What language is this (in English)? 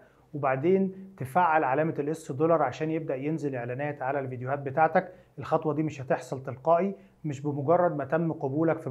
Egyptian Arabic